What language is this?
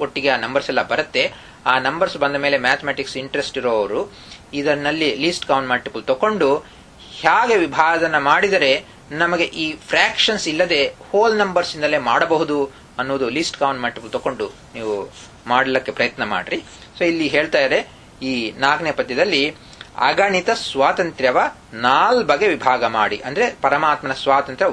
Kannada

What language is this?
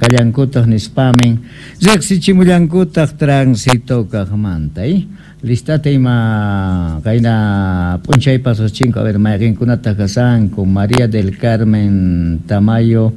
Quechua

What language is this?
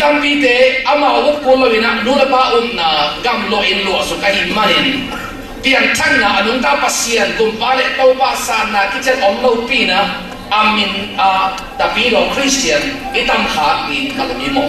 Tedim Chin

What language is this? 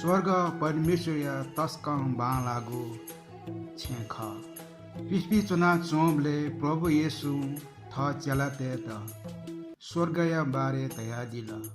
Newari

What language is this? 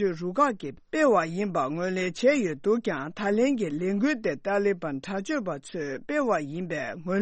Tibetan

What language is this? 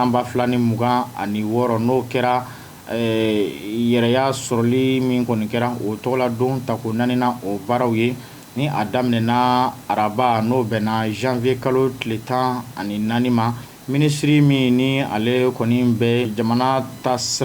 Bambara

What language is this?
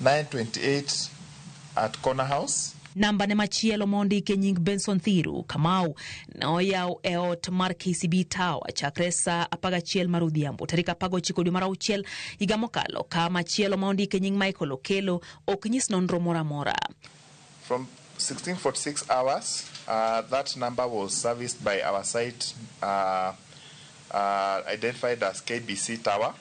Luo (Kenya and Tanzania)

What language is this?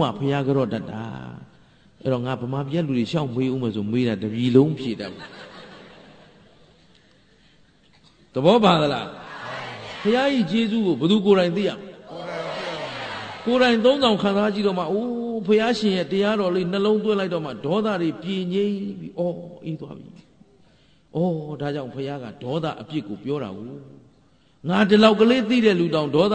Burmese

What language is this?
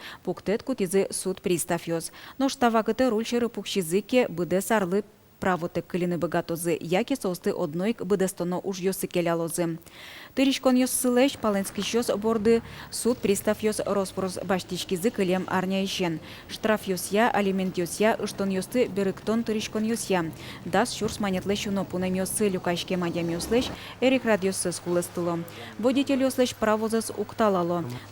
Udmurt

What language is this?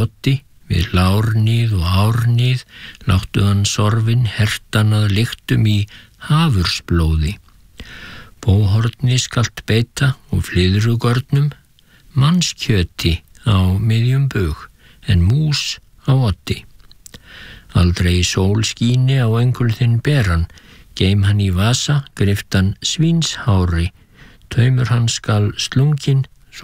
Icelandic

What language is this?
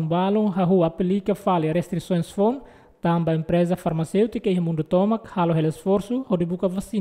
Tetum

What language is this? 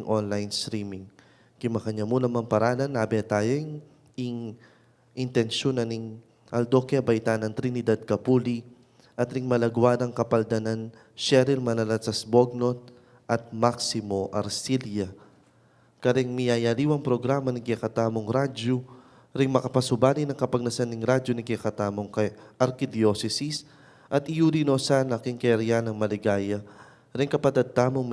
Pampanga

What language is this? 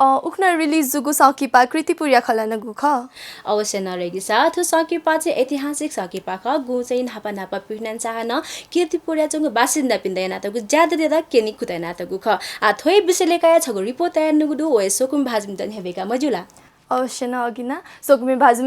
Newari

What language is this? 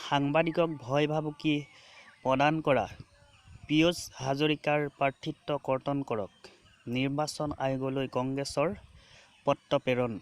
Assamese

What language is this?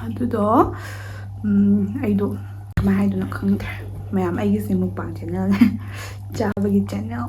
Manipuri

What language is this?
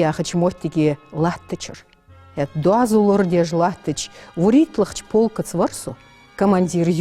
Ingush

